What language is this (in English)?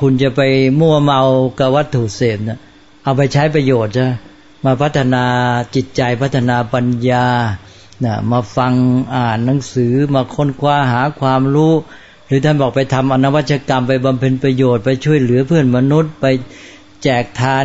Thai